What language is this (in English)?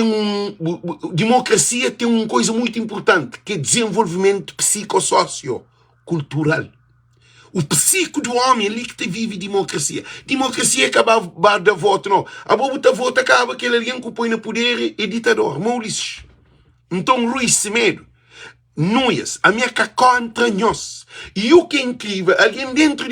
Kabuverdianu